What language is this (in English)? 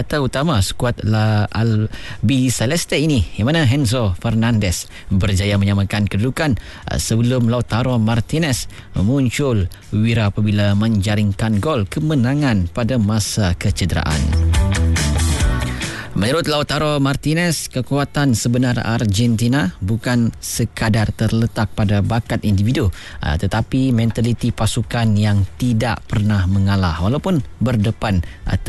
Malay